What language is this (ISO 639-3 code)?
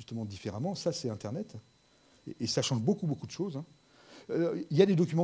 fra